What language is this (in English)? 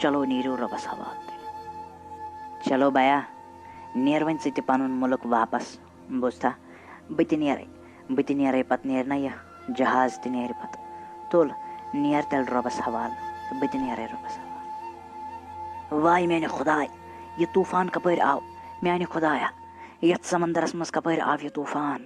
Kashmiri